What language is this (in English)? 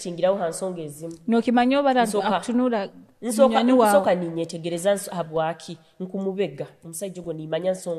Nyoro